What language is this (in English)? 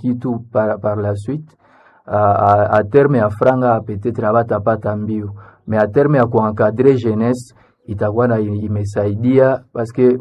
Swahili